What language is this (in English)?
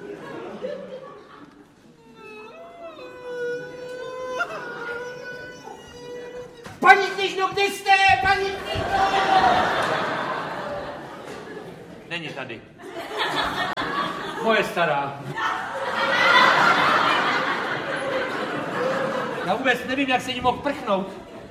Czech